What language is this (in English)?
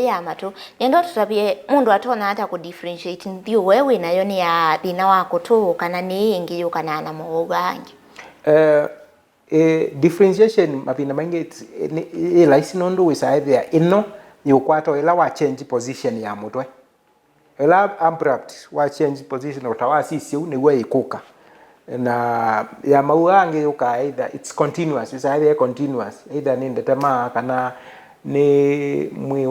Kamba